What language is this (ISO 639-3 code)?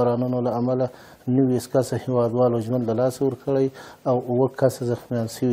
pus